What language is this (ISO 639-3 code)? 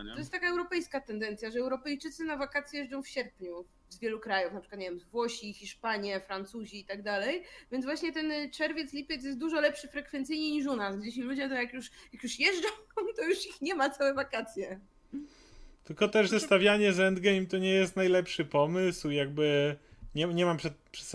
pol